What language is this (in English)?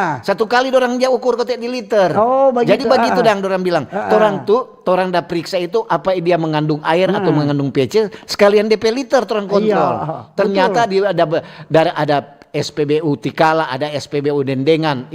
Manado Malay